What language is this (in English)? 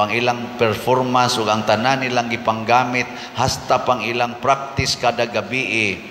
Cebuano